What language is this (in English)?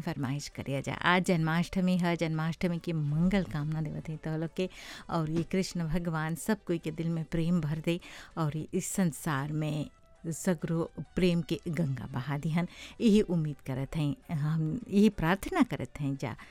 Bhojpuri